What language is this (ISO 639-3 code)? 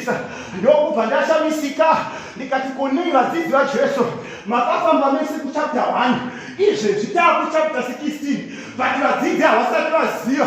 sna